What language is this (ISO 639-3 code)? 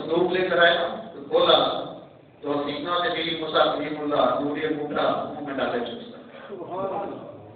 urd